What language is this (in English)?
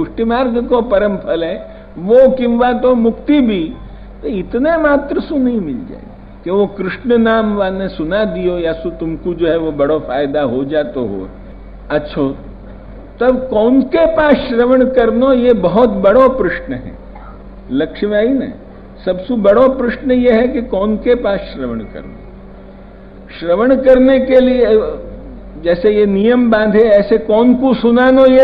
Braj